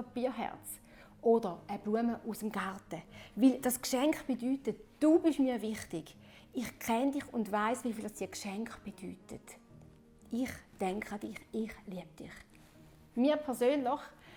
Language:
Swiss German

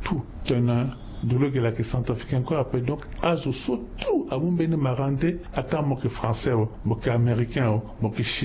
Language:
Sango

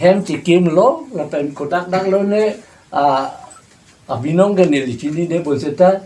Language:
Karbi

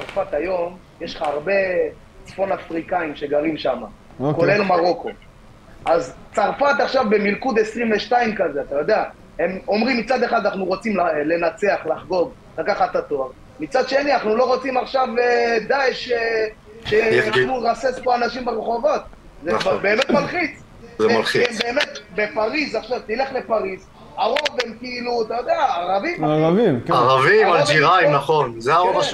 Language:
Hebrew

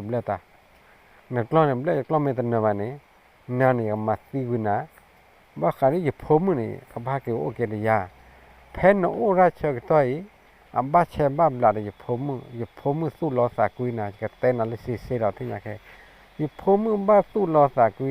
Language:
S'gaw Karen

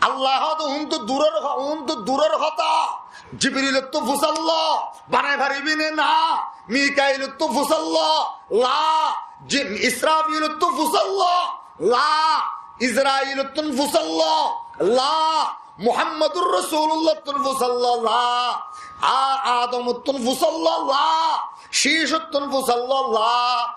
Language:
Rohingya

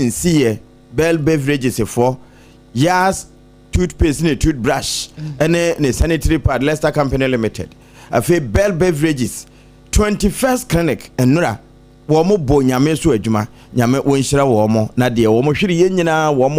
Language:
Akan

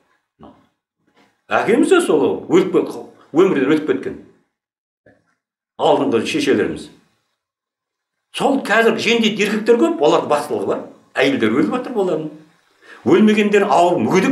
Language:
Kazakh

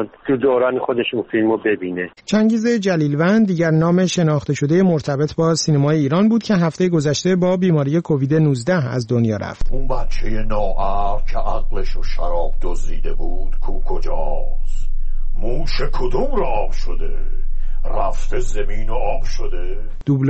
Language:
Persian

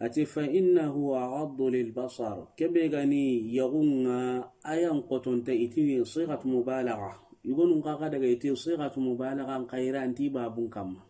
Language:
Soninke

